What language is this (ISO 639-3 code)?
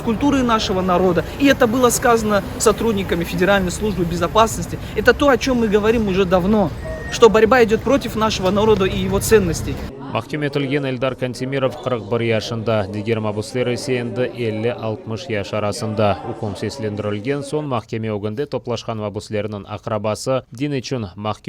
crh